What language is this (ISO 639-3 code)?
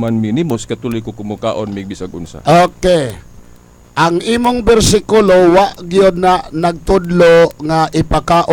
ceb